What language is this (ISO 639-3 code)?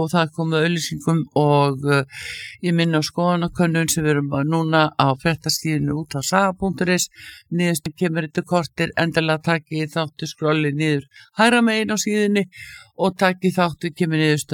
isl